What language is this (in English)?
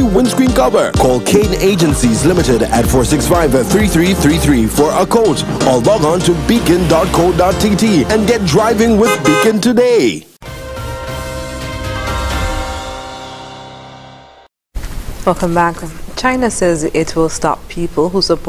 English